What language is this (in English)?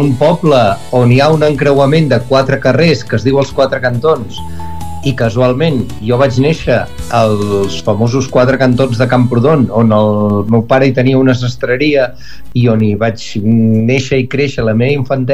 Catalan